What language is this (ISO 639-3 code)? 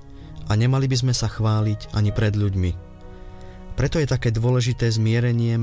slk